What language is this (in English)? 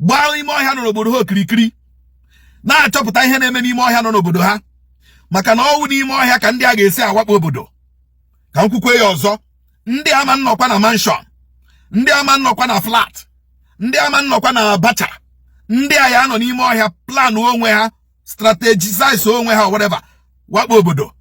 Igbo